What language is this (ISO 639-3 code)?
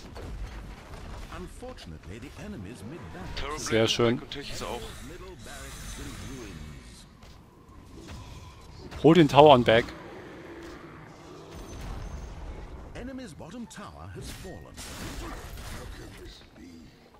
deu